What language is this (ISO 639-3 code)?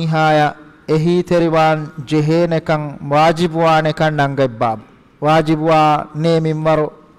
div